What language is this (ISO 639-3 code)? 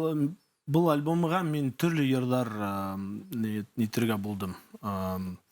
bak